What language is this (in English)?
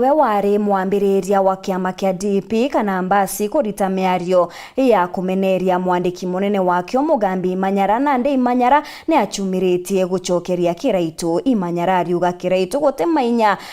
Meru